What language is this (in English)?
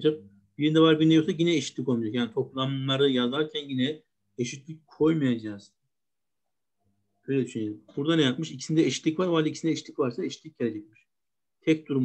Turkish